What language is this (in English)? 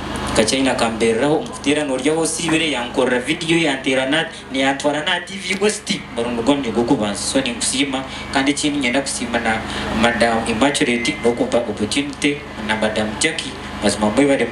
Nyankole